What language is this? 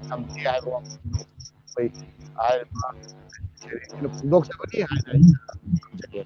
Manipuri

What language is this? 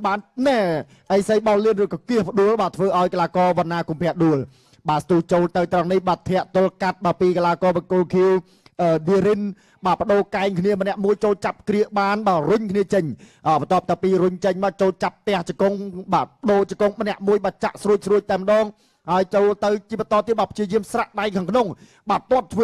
Khmer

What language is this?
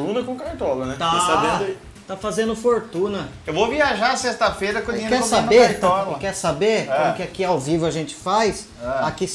Portuguese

